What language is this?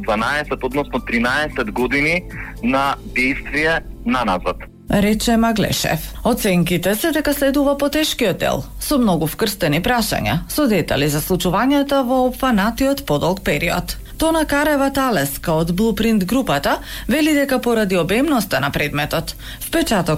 Macedonian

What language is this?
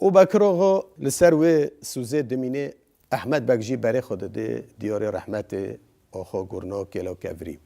Kurdish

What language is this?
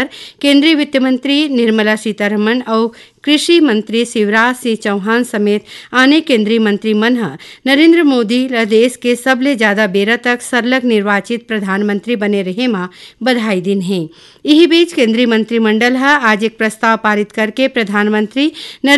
Chhattisgarhi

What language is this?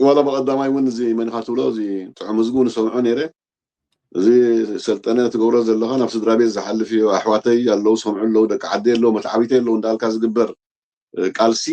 Tigrinya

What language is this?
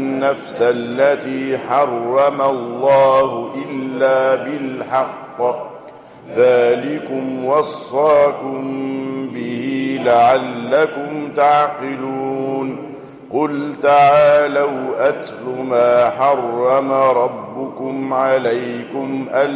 Arabic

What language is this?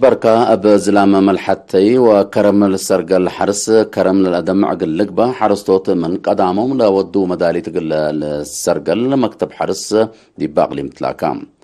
Tigre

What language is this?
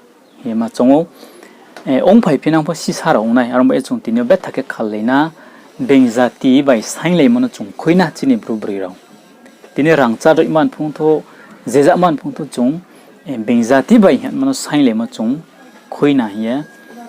Riang (India)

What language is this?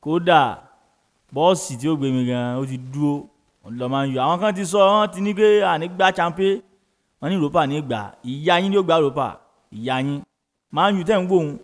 Yoruba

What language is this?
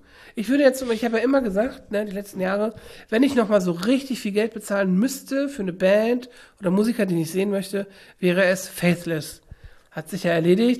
German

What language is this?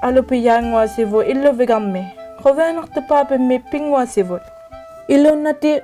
Inuktitut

